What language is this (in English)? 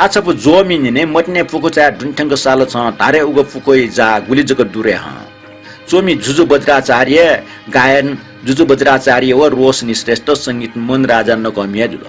Newari